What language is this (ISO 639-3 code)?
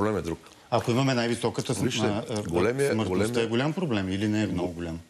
bul